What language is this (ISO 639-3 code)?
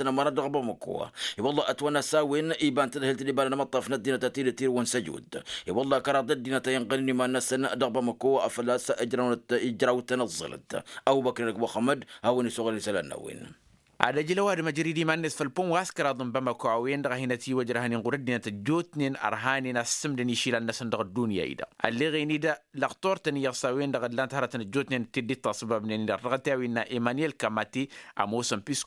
taq